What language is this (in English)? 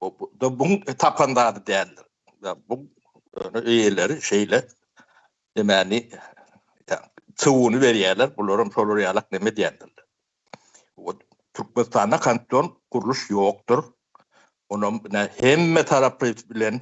Turkmen